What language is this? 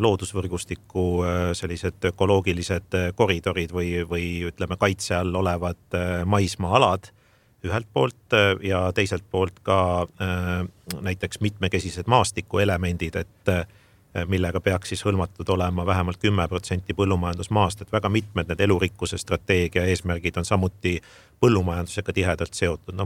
Estonian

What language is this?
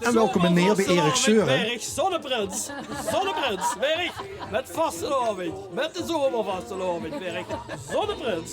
Limburgish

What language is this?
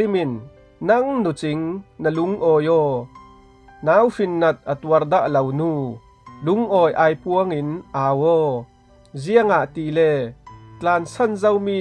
Falam Chin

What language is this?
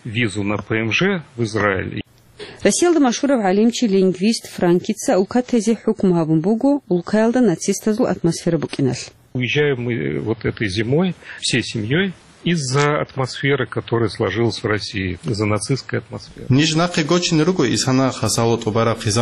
Avaric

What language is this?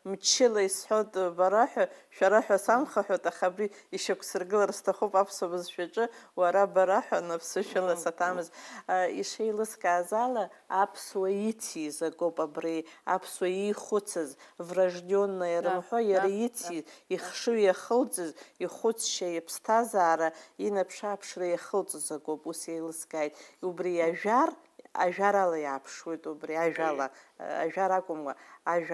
Abkhazian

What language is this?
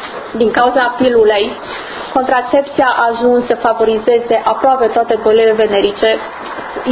Romanian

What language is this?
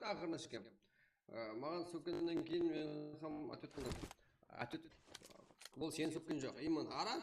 Kara-Kalpak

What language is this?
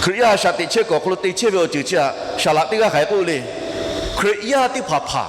Lahu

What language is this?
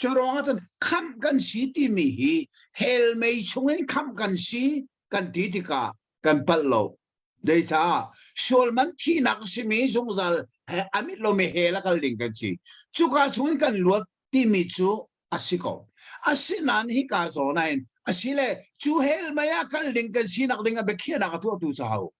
Hakha Chin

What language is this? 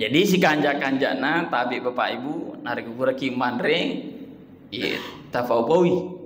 Buginese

